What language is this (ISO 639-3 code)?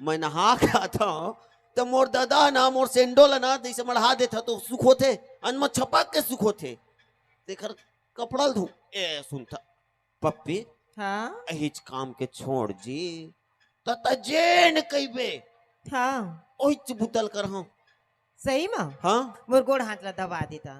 hne